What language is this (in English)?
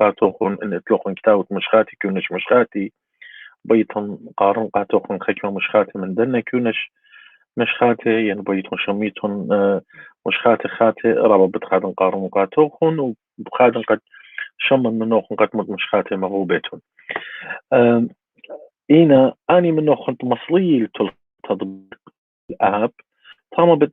Assyrian Neo-Aramaic